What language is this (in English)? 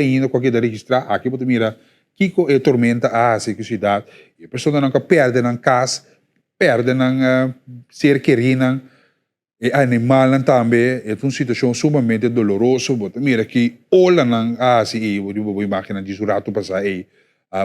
Papiamento